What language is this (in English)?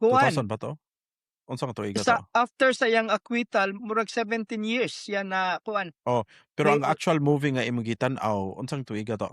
Cebuano